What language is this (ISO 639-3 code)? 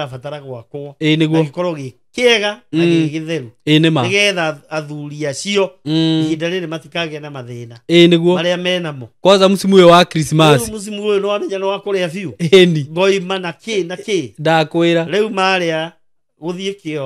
kik